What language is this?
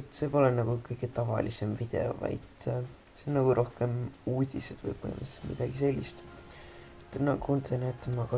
Estonian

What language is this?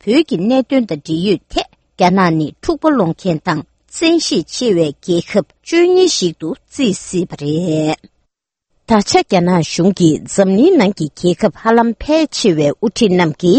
Tibetan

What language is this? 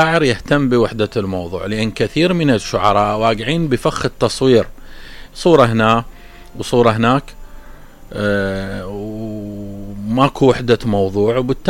Mesopotamian Arabic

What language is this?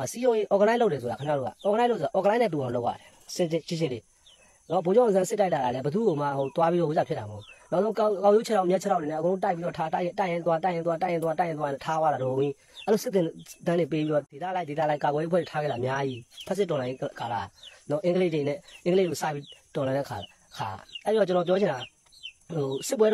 Burmese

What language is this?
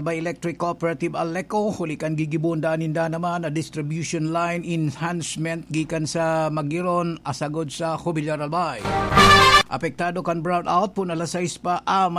Bikol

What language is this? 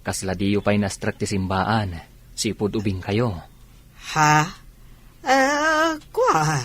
Iloko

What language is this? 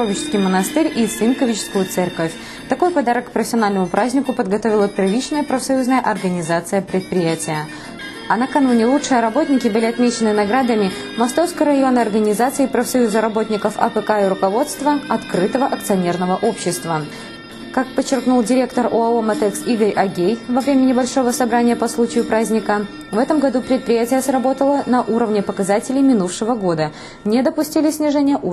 Russian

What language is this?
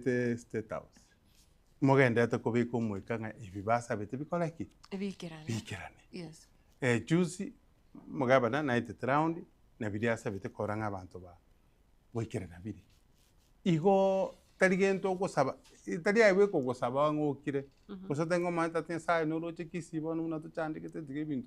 Gusii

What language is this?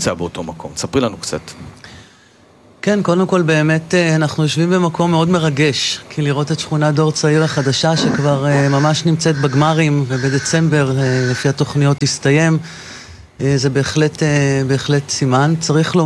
Hebrew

